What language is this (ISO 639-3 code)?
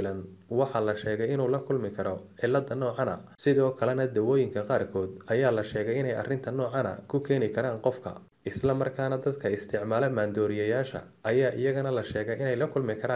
som